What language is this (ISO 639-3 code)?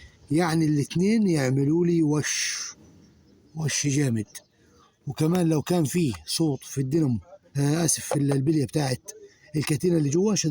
arz